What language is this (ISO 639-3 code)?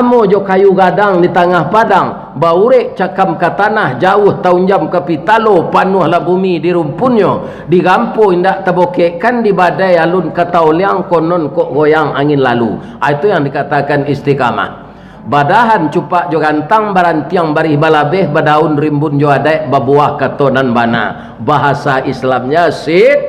min